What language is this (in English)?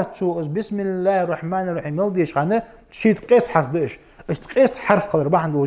Ingush